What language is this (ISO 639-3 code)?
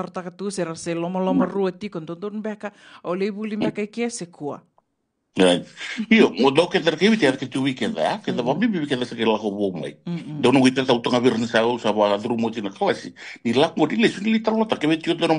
fij